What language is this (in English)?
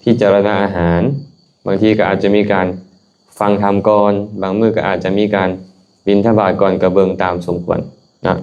Lao